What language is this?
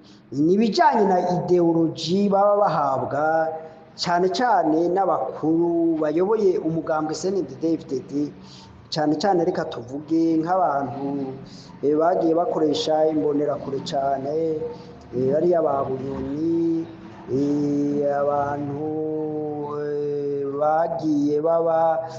Rundi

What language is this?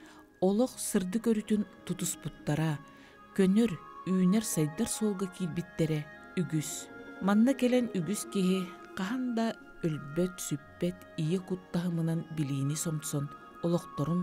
Yakut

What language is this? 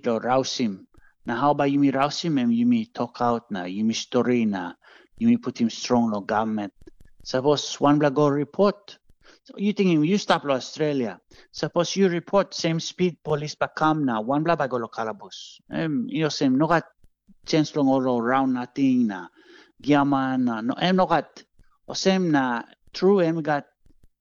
Tok Pisin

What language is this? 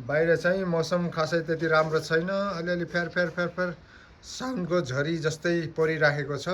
Nepali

